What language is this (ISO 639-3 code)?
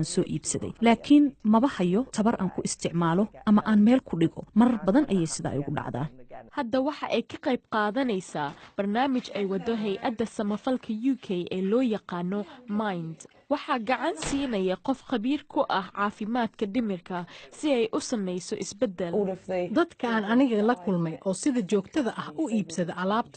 som